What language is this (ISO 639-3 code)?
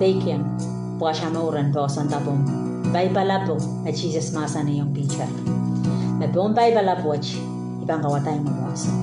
pon